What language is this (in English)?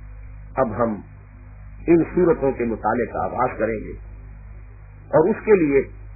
Urdu